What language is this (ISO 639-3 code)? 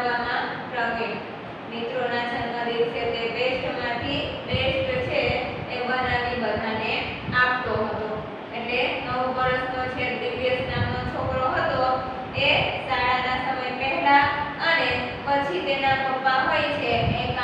guj